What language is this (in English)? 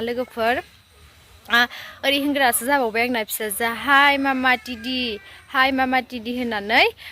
Bodo